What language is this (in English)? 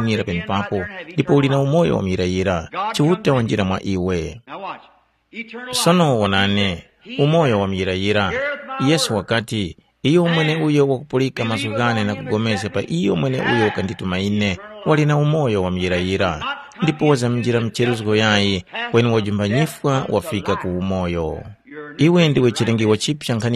Tumbuka